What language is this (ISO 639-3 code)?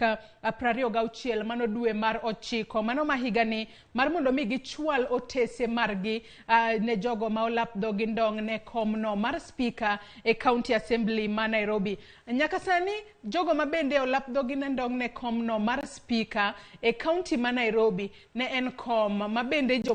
luo